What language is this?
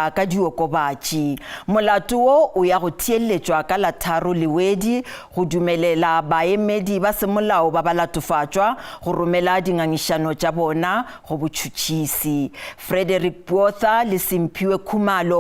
Northern Sotho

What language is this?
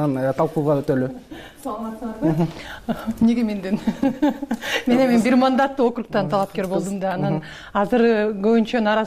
Kyrgyz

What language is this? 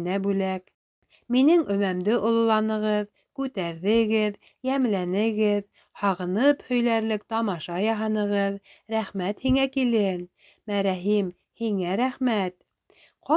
Bashkir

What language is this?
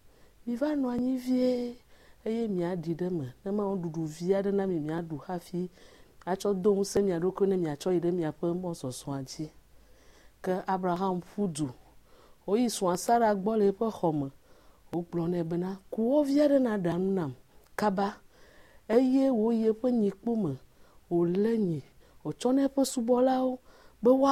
Ewe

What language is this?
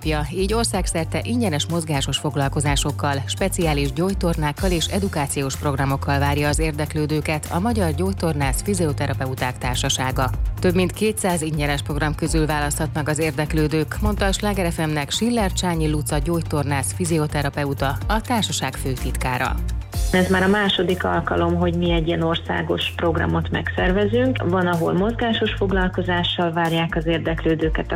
Hungarian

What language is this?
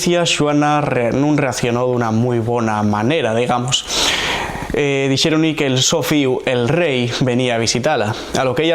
Asturian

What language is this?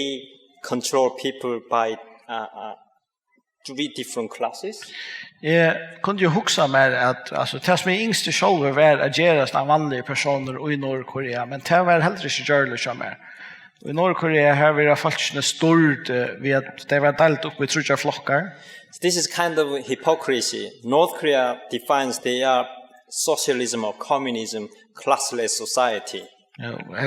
Faroese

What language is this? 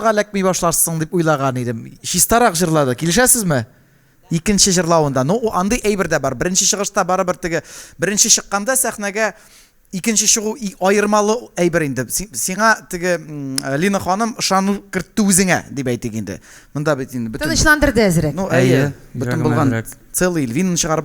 Tatar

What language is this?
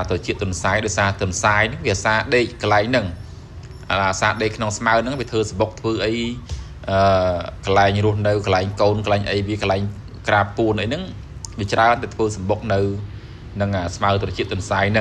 Khmer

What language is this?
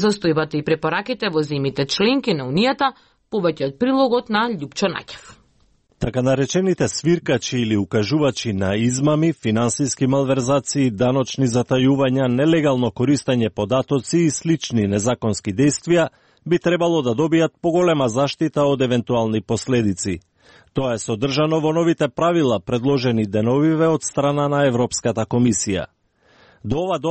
Macedonian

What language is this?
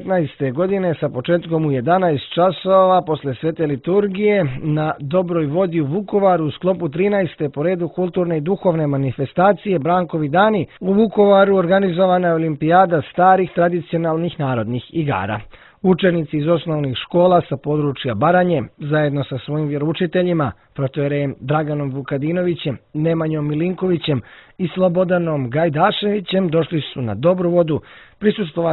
Serbian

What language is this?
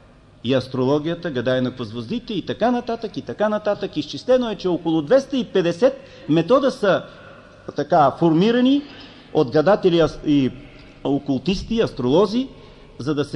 Bulgarian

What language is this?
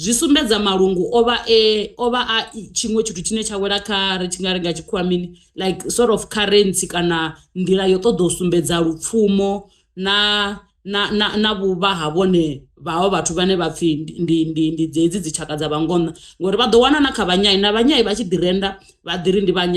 Venda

